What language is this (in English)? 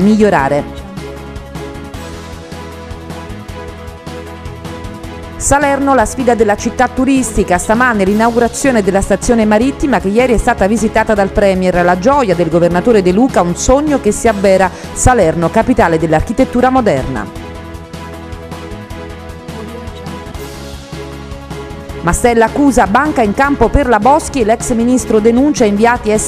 Italian